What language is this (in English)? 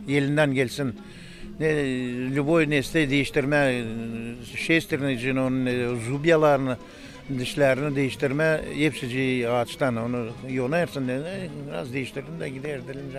Gagauz